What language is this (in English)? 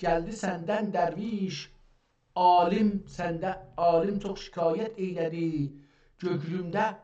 South Azerbaijani